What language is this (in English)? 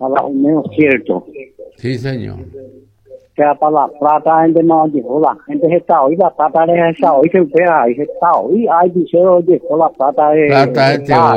Guarani